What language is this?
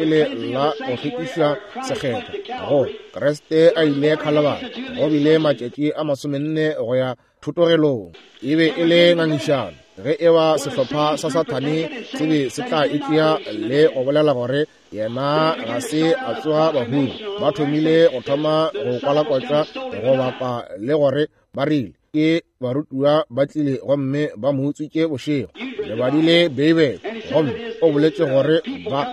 Northern Sotho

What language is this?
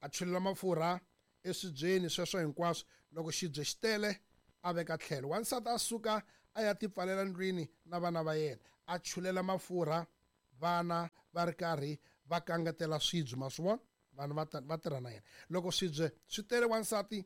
Tsonga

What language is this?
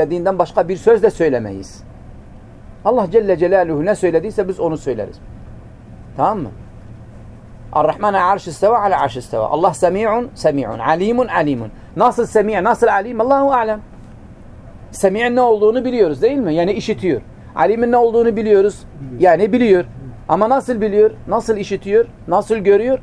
Turkish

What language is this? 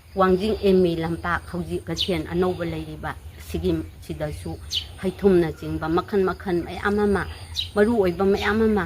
Manipuri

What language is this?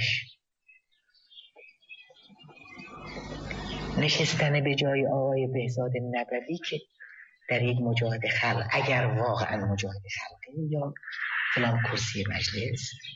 Persian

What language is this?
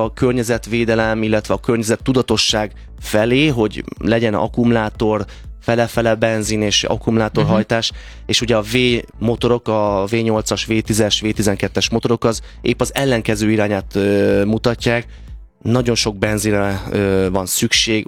Hungarian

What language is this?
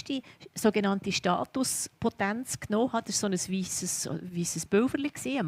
Swiss German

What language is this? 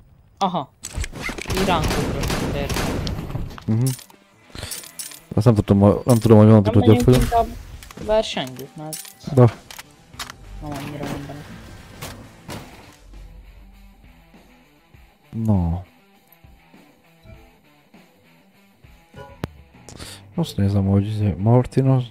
Hungarian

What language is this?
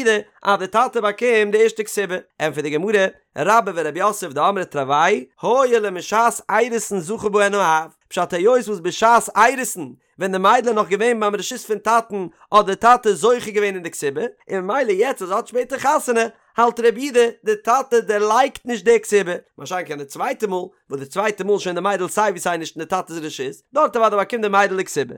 Yiddish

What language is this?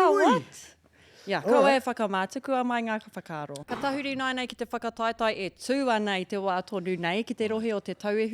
Māori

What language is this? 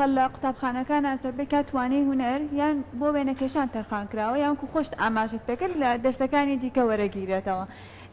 Central Kurdish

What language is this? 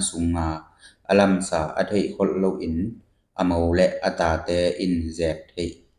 Tedim Chin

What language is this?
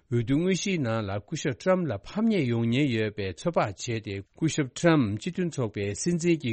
Tibetan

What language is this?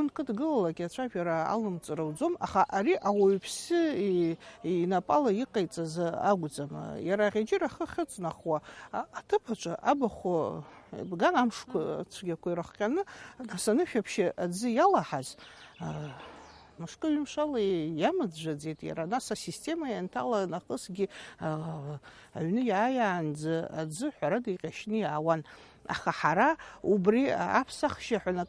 Abkhazian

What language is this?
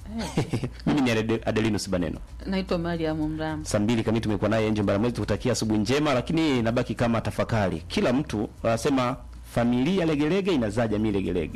Swahili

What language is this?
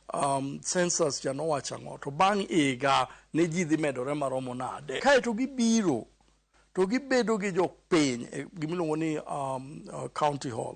Luo (Kenya and Tanzania)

